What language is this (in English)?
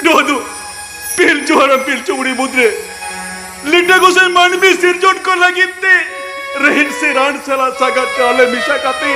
Santali